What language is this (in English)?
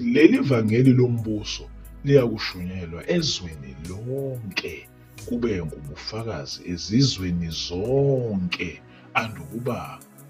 Zulu